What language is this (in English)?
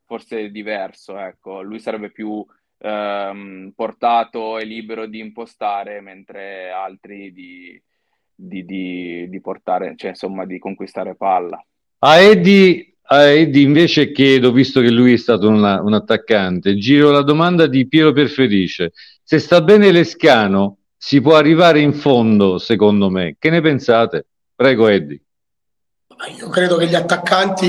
Italian